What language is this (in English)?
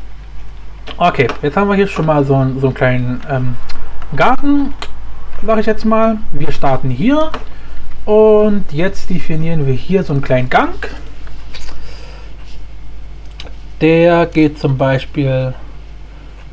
German